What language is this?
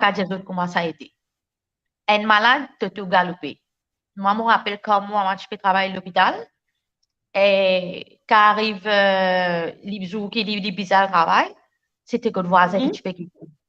Morisyen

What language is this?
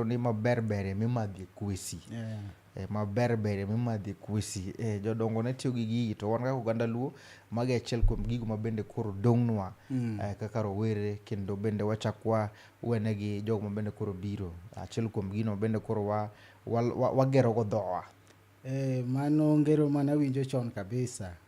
Luo (Kenya and Tanzania)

